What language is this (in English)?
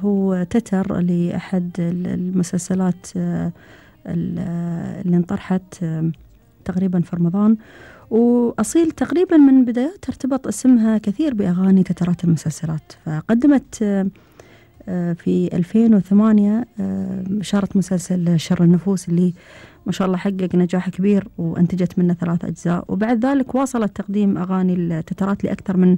Gulf Arabic